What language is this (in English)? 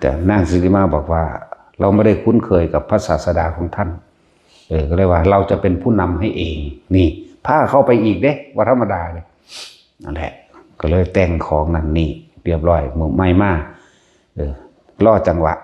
Northeastern Thai